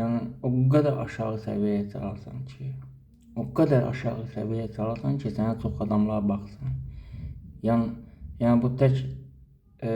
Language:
Azerbaijani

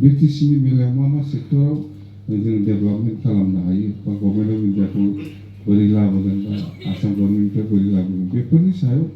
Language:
Bodo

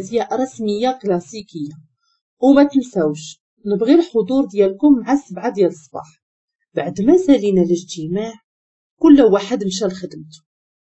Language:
Moroccan Arabic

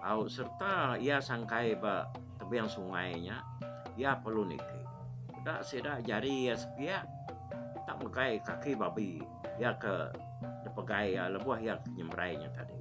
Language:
Iban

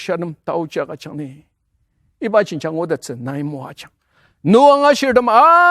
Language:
Ao Naga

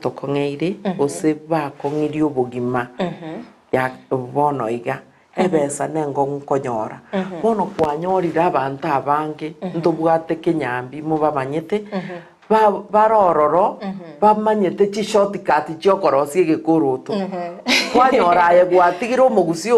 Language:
Gusii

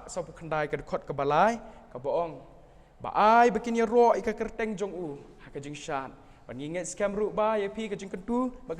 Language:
Khasi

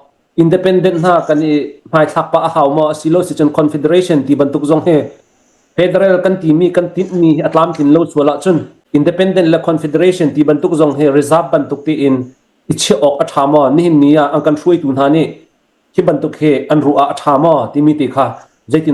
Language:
Falam Chin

